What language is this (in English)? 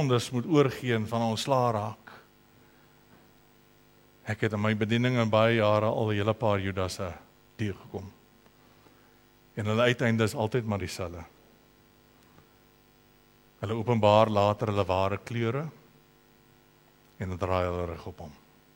Afrikaans